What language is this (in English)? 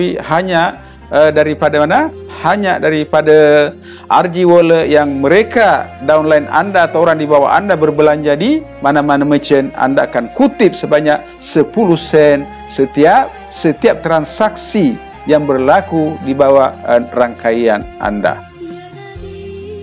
Malay